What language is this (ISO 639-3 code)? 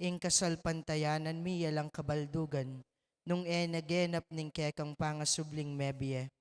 pam